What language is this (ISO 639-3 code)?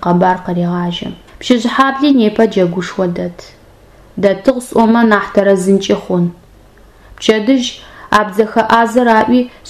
ady